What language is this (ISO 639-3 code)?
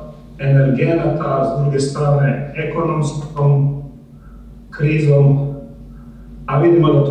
hrv